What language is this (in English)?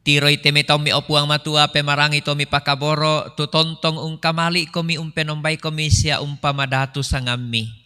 Toraja-Sa'dan